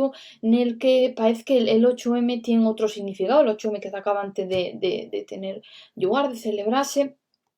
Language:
Asturian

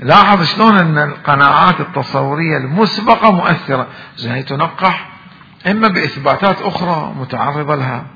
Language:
Mesopotamian Arabic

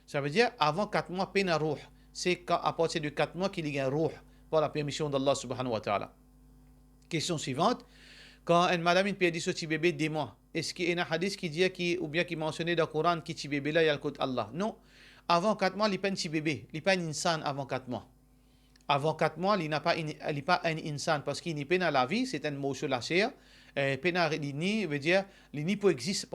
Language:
Morisyen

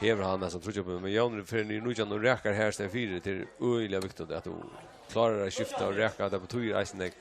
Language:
Faroese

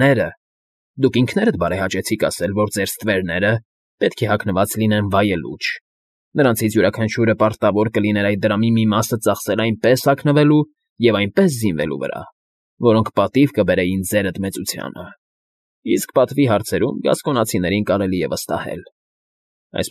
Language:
Armenian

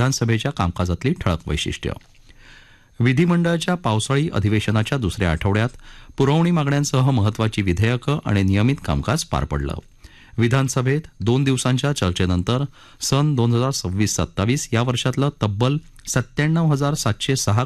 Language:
Marathi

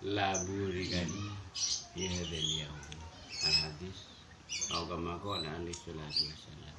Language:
Madurese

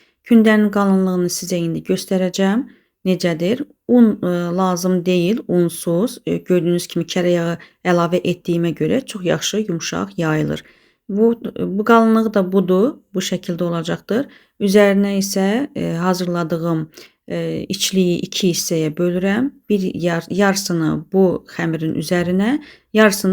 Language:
Azerbaijani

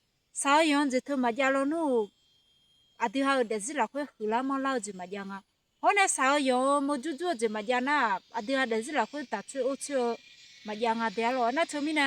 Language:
Akha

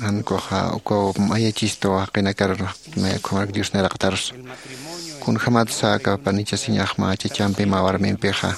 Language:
Aymara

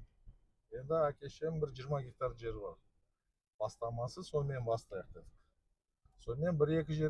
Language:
Kazakh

